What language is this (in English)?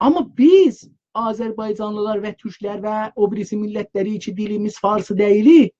South Azerbaijani